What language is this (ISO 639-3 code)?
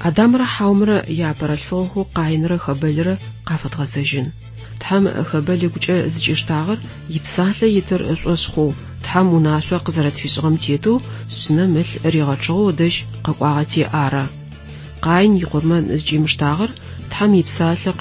ady